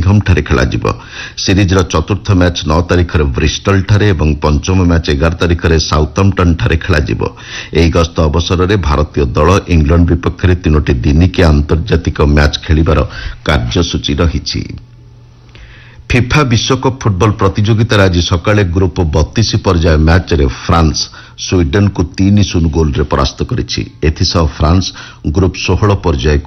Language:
Odia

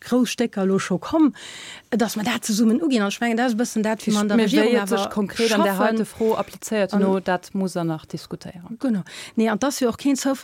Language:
Luxembourgish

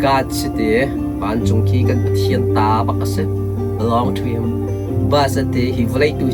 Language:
Hakha Chin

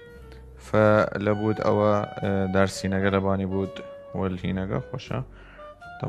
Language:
Southern Kurdish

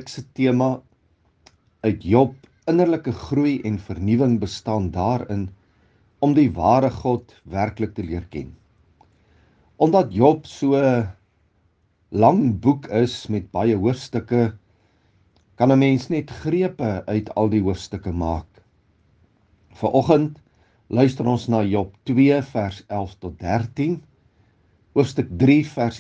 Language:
Afrikaans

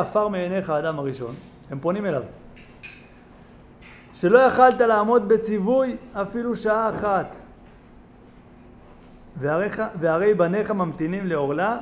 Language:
Hebrew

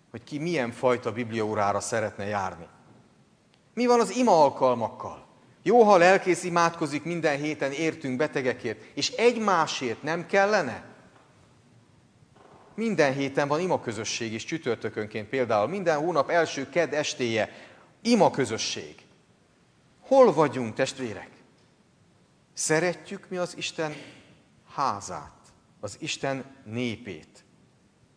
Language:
Hungarian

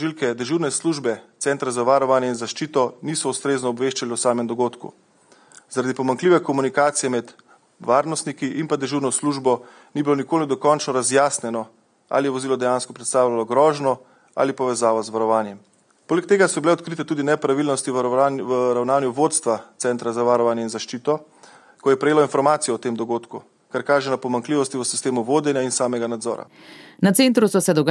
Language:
Slovenian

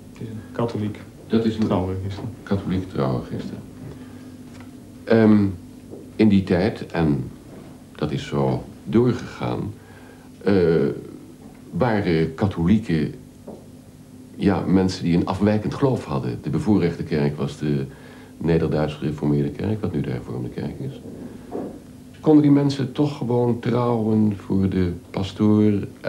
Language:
Dutch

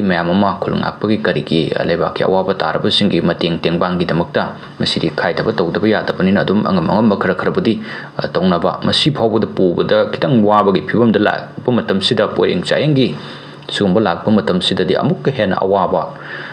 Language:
Manipuri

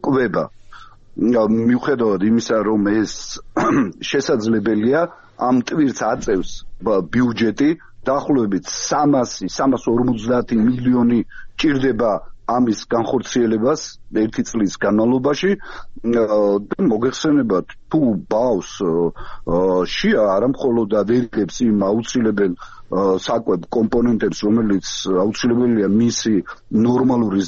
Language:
Georgian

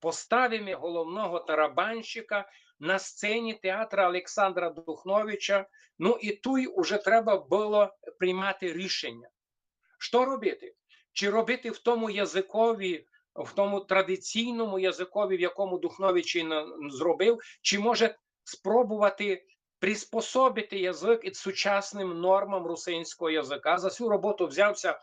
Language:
Rusyn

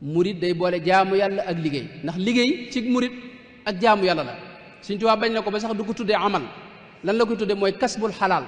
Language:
Wolof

